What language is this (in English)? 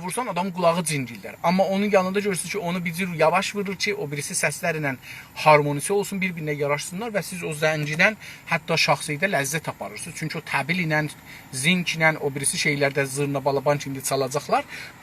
South Azerbaijani